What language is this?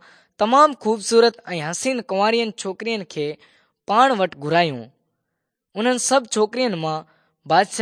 Sindhi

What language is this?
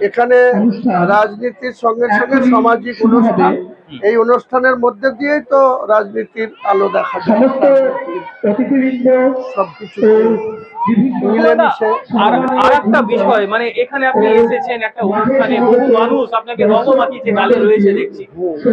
Bangla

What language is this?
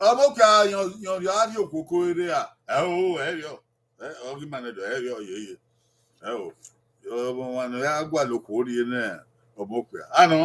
Bini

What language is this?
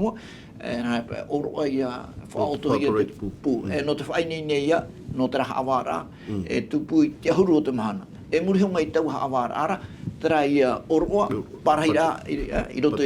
Tahitian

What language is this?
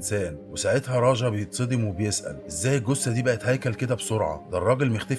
Egyptian Arabic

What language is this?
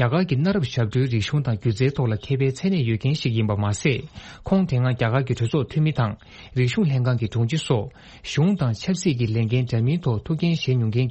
Tibetan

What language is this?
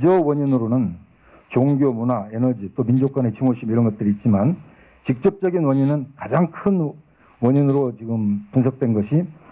Korean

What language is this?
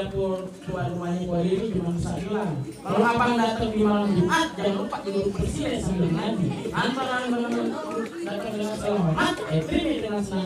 Betawi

